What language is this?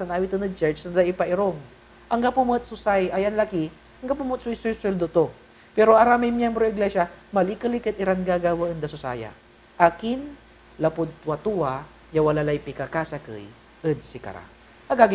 Pangasinan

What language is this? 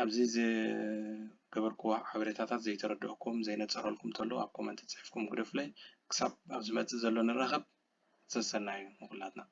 Tigrinya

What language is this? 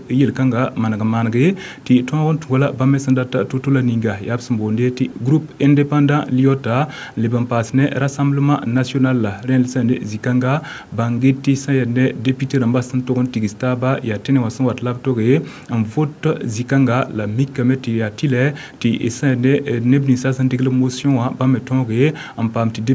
Mossi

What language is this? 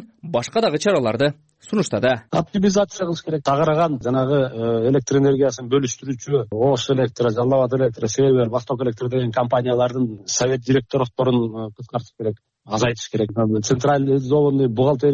Kyrgyz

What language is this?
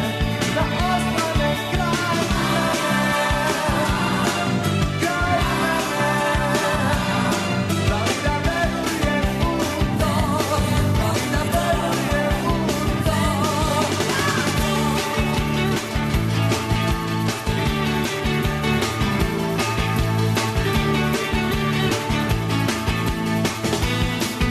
Serbian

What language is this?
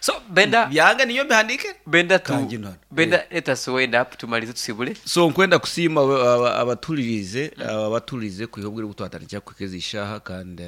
Nyankole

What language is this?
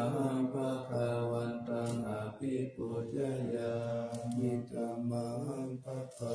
Pali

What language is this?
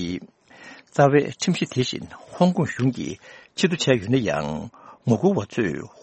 Tibetan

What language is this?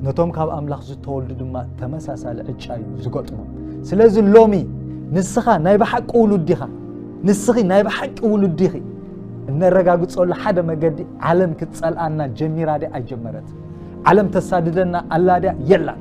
Tigrinya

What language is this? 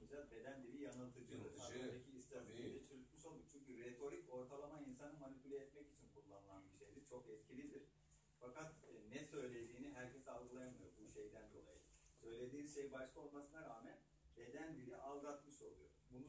Turkish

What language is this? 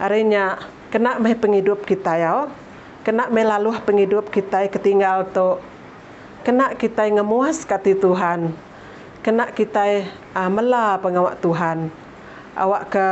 Iban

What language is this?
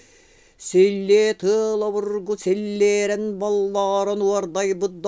Yakut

